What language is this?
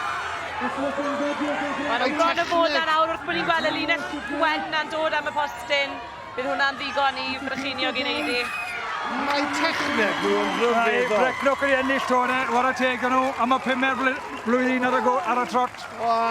Welsh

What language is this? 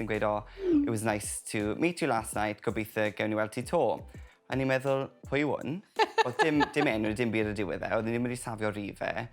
Welsh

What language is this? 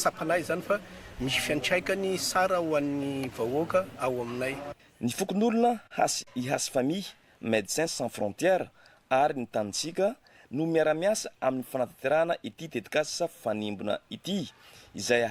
Malagasy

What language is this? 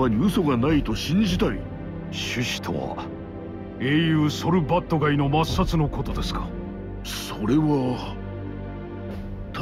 Japanese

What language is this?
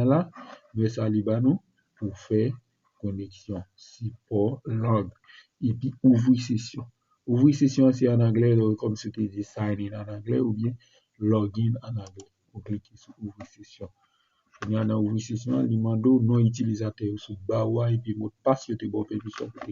Haitian Creole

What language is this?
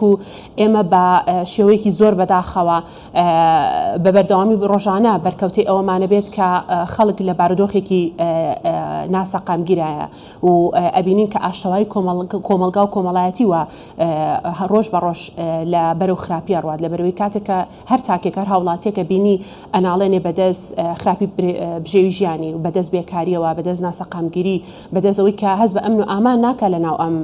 Central Kurdish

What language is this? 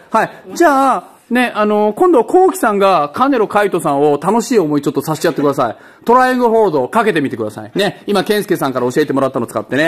Japanese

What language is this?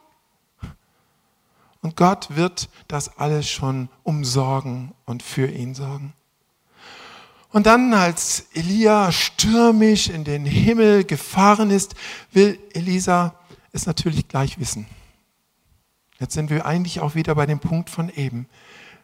German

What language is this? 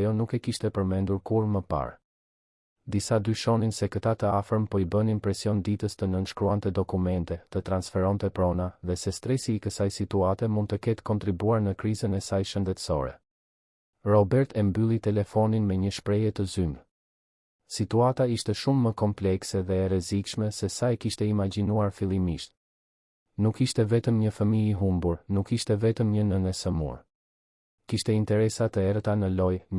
Albanian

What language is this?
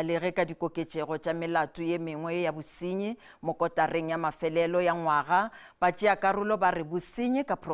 Northern Sotho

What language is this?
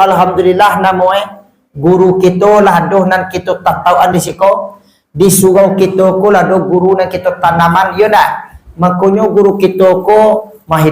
Minangkabau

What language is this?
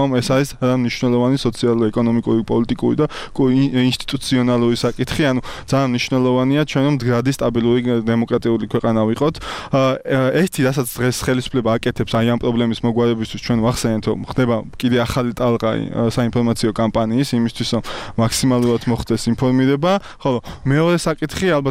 Georgian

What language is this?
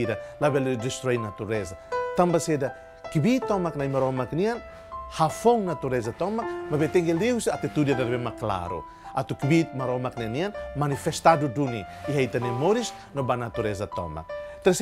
Tetum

